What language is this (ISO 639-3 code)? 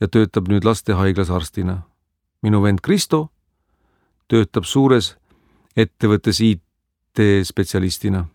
est